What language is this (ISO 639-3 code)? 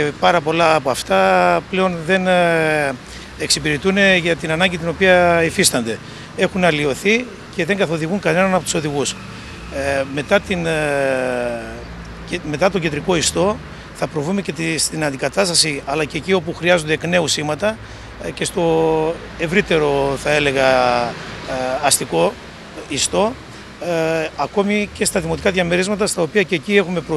ell